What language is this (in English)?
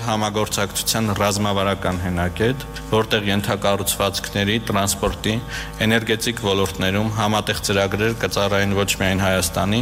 Armenian